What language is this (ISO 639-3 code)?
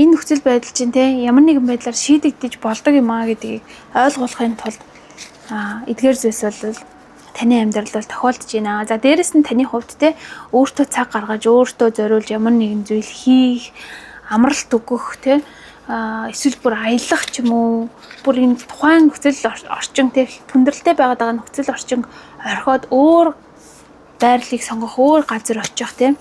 mon